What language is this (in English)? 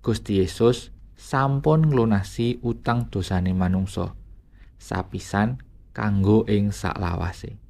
Javanese